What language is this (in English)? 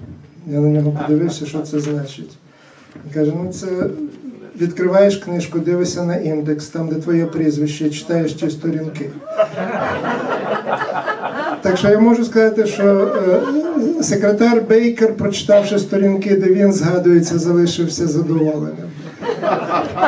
Ukrainian